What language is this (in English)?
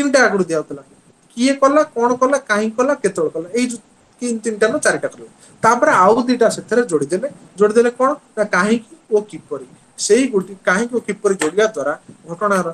Odia